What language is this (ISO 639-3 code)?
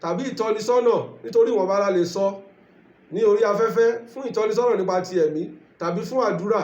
yor